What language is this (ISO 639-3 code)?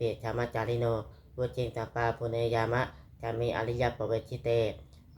pli